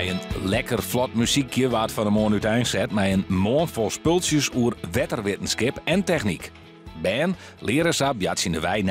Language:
Western Frisian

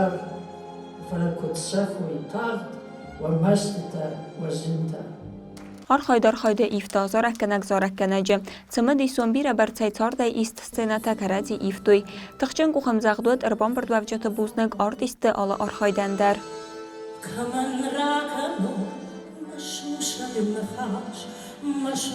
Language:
Ossetic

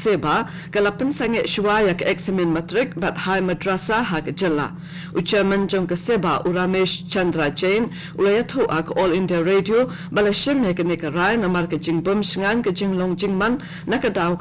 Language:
Khasi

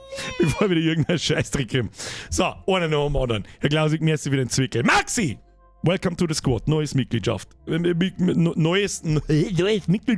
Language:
Bavarian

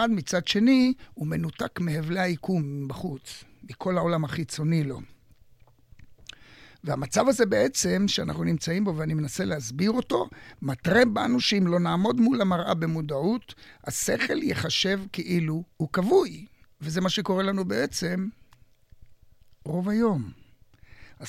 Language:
Hebrew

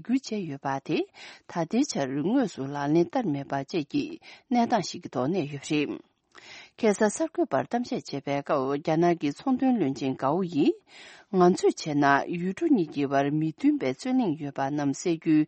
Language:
Tibetan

